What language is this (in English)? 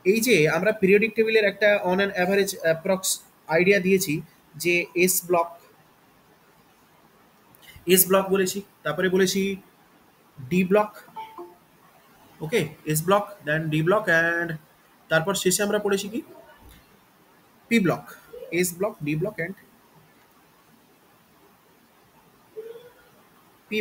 Bangla